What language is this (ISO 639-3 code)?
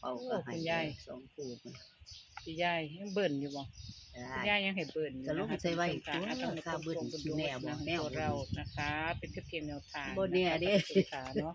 tts